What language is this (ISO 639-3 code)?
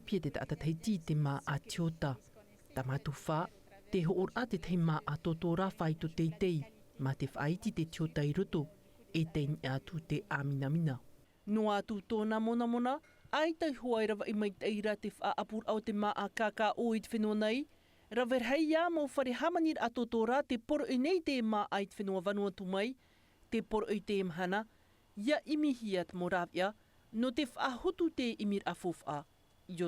tah